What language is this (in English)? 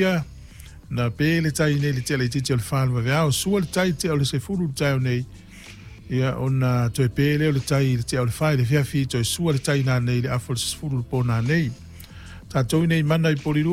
Samoan